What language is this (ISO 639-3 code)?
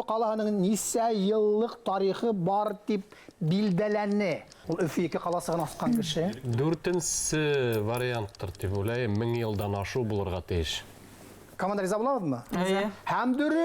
bak